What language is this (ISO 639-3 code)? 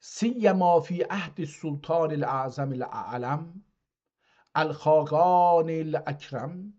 azb